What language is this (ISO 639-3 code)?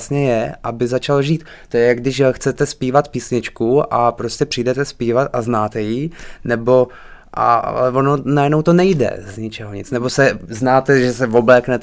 ces